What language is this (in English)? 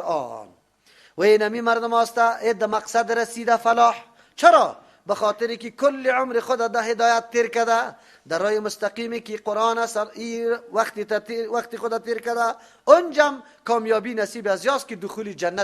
Persian